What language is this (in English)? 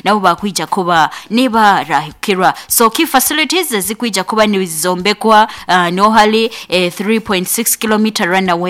Nyoro